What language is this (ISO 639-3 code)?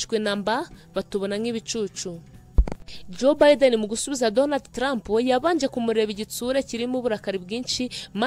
kin